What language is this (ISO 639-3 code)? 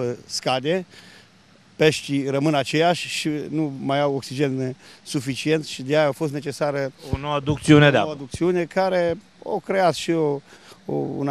ron